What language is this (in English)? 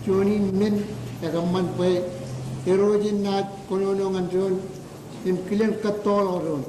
Marshallese